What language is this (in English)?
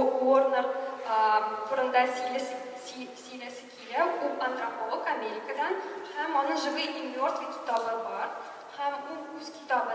Tatar